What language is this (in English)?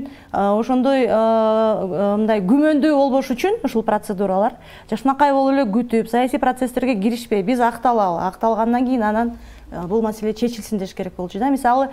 Kyrgyz